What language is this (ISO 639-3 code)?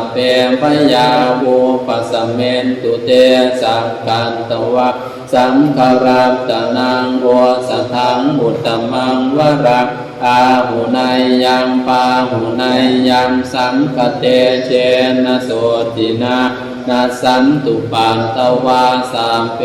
pli